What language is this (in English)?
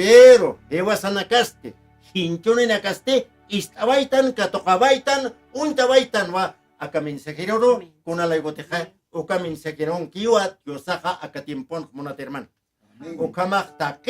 Aymara